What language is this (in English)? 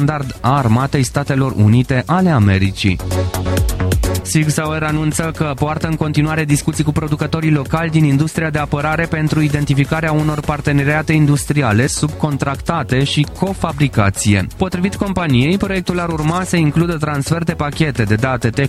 Romanian